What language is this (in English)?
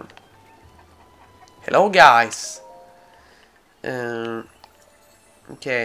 Swedish